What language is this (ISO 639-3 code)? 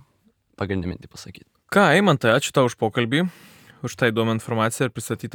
lit